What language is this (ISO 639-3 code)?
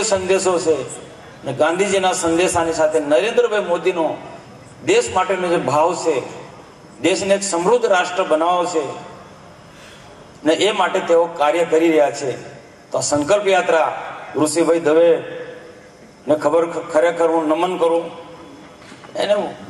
guj